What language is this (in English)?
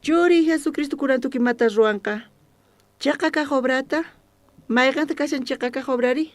South Bolivian Quechua